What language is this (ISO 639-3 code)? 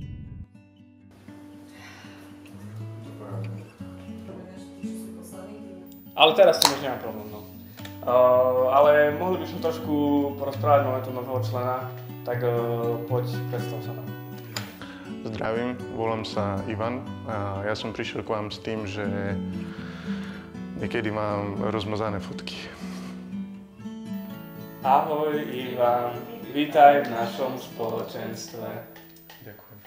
slk